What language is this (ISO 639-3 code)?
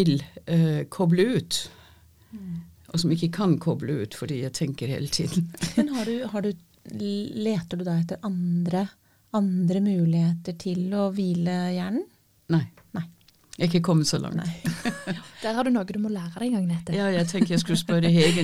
nor